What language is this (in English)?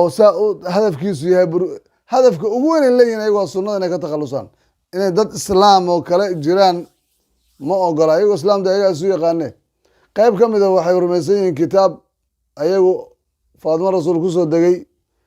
Somali